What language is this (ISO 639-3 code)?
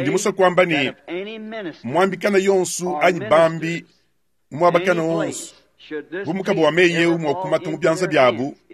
lua